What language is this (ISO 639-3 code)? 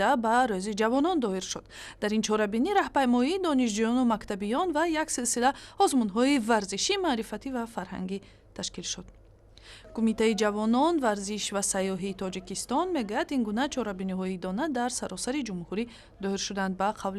tgk